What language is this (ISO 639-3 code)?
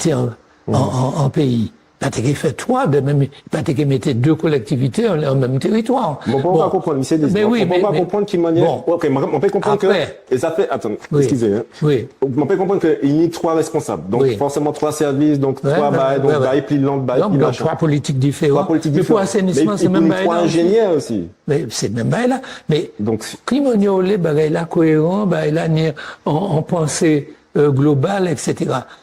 gcf